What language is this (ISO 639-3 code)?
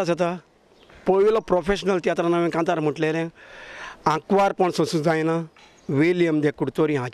kok